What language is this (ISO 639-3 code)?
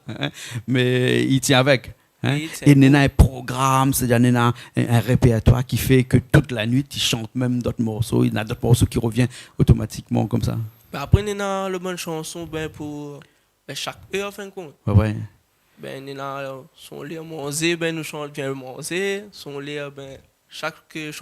rcf